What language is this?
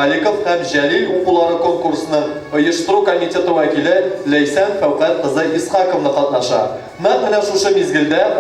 Tatar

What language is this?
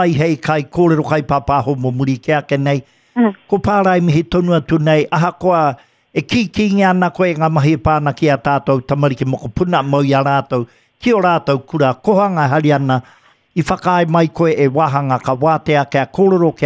Māori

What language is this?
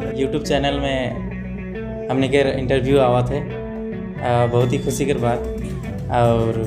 Sadri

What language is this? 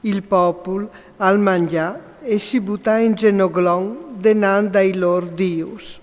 Friulian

